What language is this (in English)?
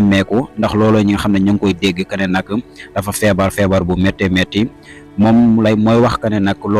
Wolof